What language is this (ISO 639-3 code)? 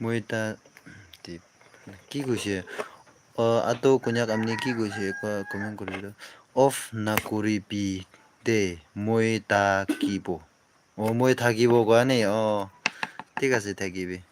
nag